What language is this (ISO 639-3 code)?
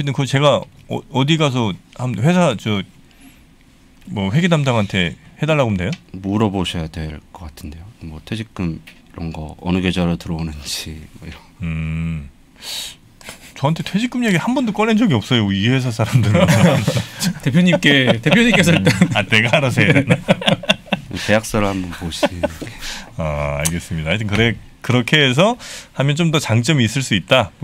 kor